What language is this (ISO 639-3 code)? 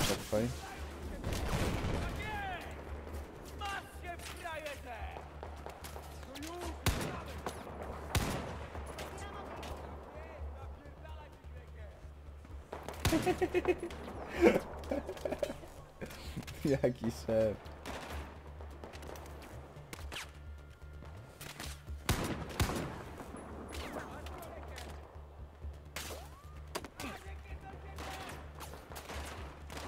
pol